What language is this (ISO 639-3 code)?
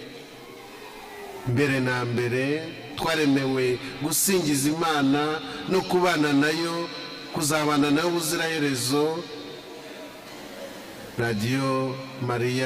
kin